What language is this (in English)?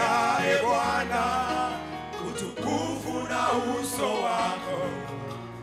Swahili